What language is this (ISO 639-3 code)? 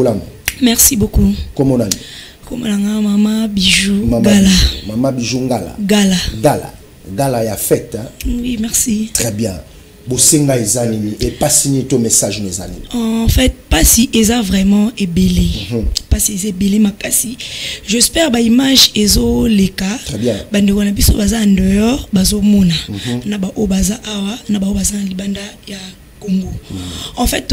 lin